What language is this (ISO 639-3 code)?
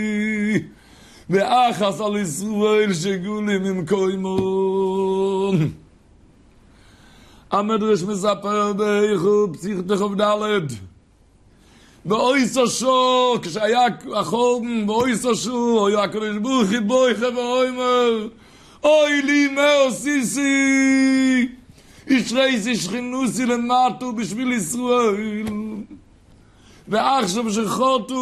heb